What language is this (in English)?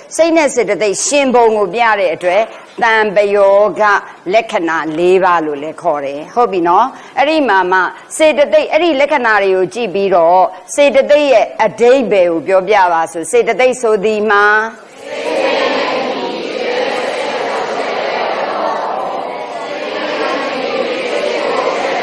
Burmese